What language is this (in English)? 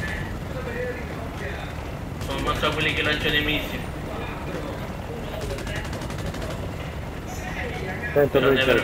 Italian